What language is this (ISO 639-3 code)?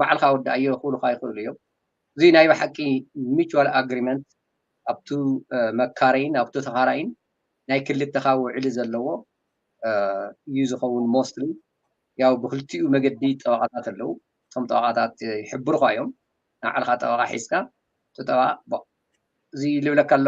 tir